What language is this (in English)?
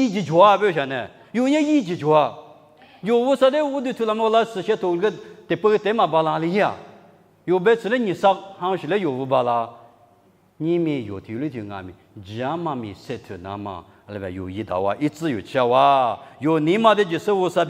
Lisu